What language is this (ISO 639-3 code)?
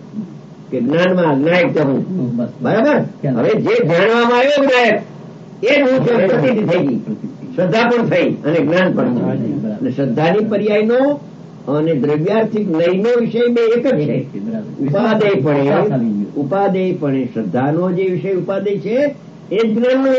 guj